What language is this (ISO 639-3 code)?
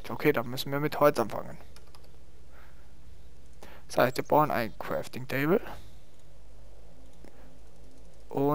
deu